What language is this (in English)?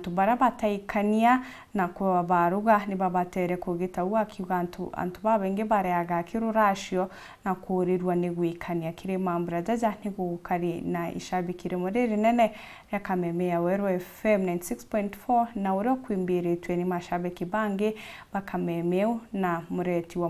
Meru